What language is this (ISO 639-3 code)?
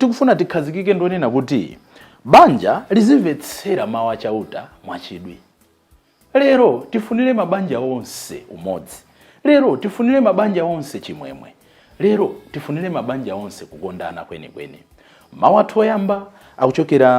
nya